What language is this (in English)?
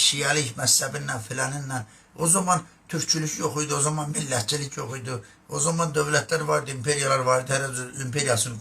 Azerbaijani